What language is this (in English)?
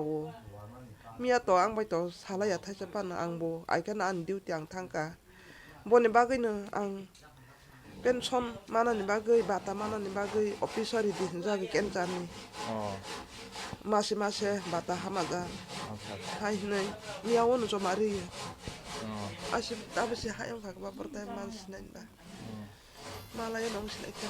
Kok Borok